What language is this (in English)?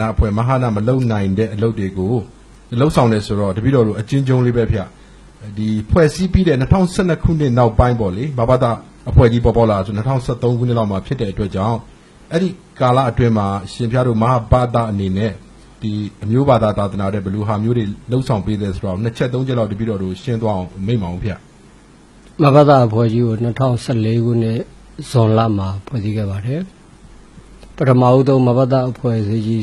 Burmese